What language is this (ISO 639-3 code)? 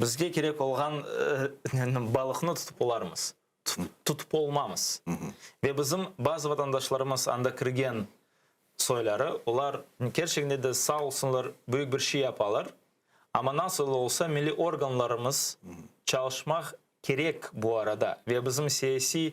crh